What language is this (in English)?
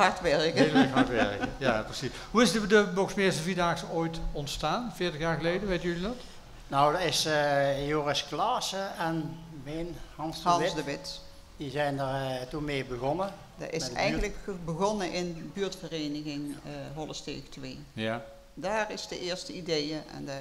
Dutch